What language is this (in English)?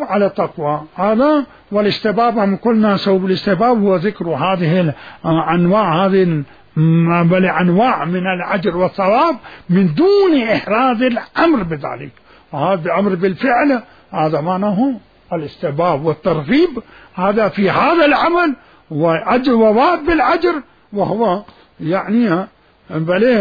Mesopotamian Arabic